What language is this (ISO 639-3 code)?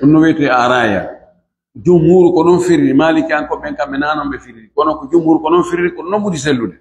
fuf